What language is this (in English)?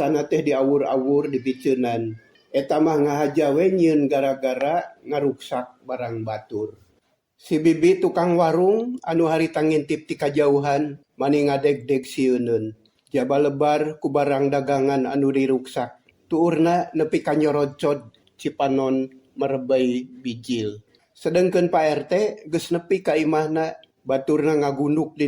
Sundanese